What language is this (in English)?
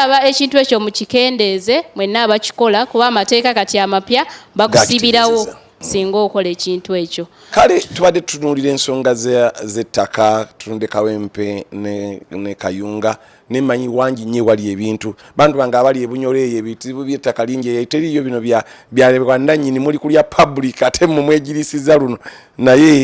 Ganda